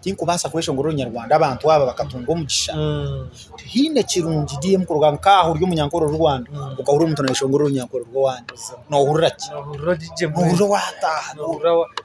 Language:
Nyankole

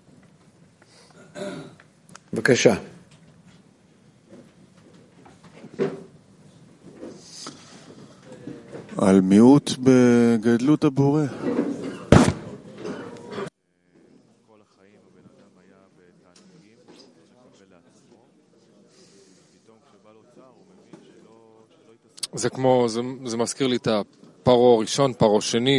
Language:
Hebrew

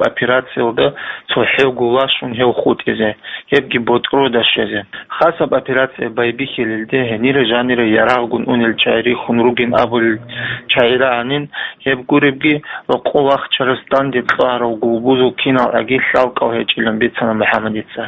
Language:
Avaric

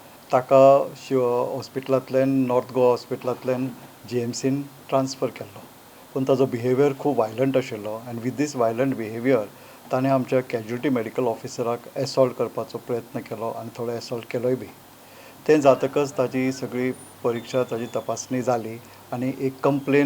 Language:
Konkani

